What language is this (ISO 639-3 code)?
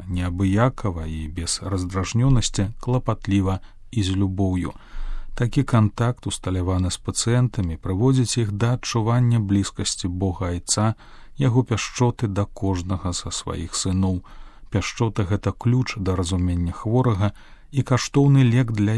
bel